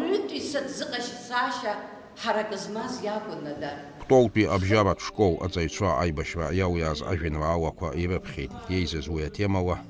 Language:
Abkhazian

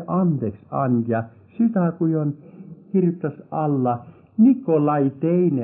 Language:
Estonian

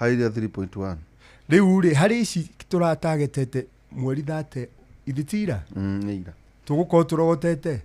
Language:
Kikuyu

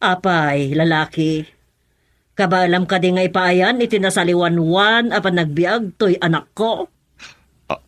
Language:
Iloko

